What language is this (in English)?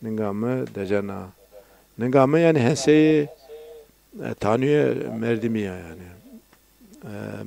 Zaza